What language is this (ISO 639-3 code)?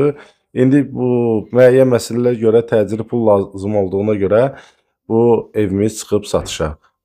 aze